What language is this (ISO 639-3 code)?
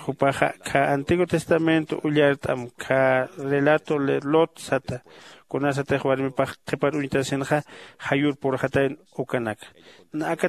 aym